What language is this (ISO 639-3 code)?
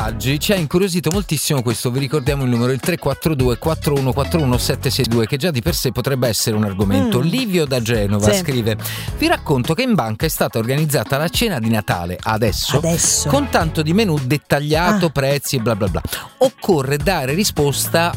ita